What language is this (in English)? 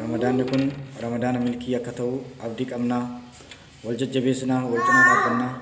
Oromo